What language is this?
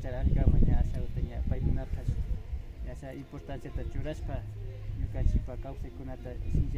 Imbabura Highland Quichua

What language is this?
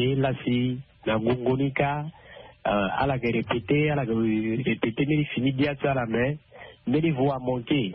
Sango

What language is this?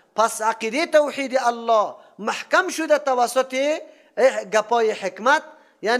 Persian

